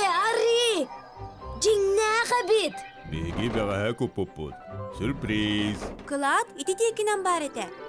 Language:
Yakut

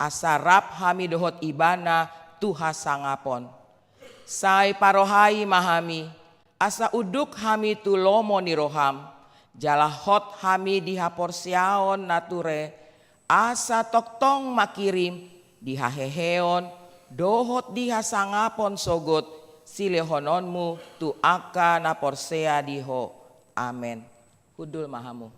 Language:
Batak Toba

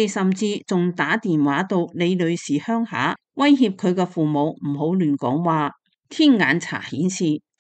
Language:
Cantonese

